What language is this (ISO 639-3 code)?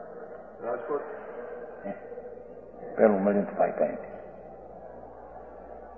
guj